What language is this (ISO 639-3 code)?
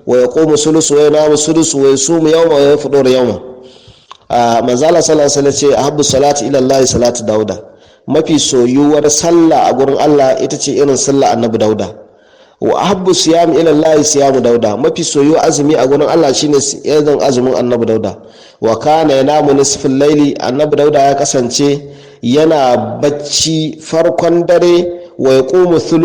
hau